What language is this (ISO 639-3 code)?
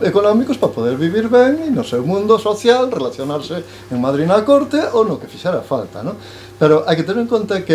glg